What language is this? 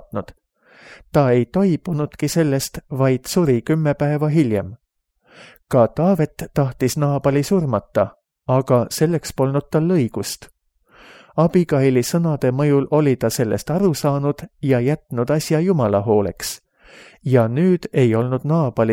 Estonian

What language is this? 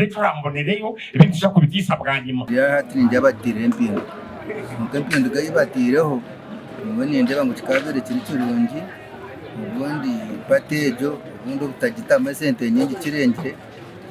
Nyankole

